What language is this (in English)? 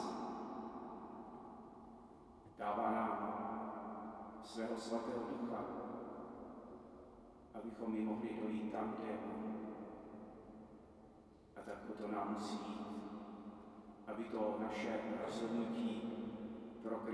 Czech